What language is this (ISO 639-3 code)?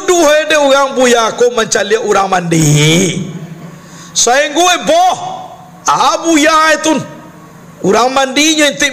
min